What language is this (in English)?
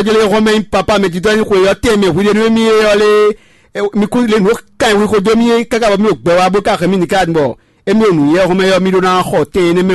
Fon